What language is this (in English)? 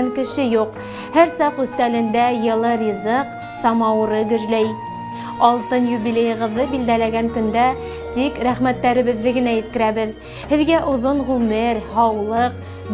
Bashkir